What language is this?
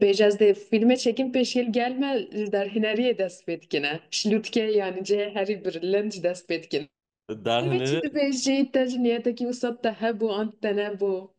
Kurdish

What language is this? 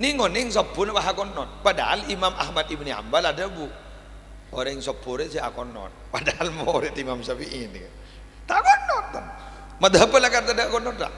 Madurese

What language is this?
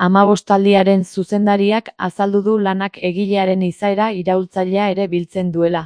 Basque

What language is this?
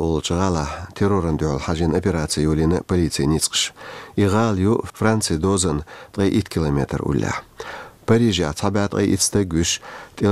Chechen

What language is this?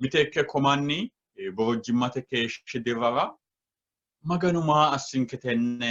Sidamo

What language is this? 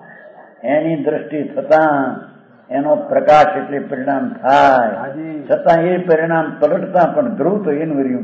Gujarati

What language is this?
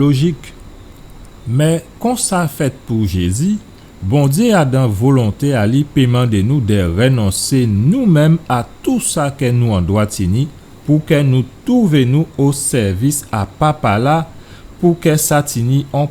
Guadeloupean Creole French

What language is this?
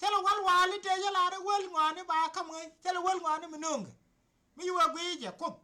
Nuer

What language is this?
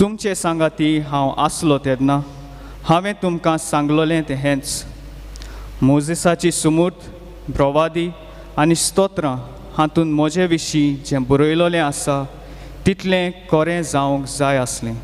Konkani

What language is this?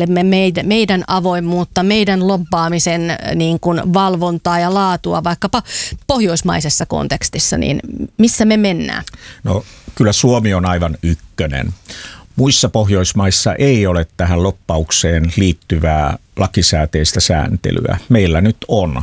Finnish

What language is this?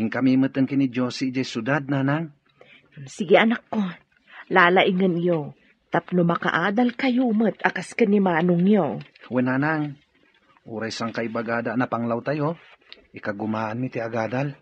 Iloko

